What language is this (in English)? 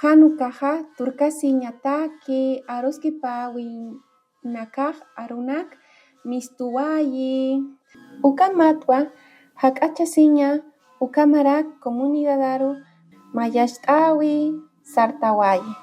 Aymara